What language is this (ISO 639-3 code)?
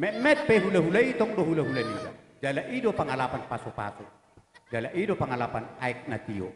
bbc